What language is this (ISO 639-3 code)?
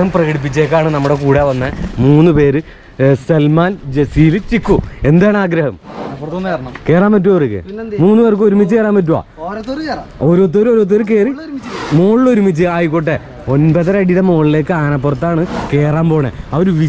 mal